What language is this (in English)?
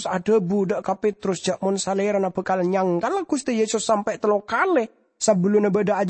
Madurese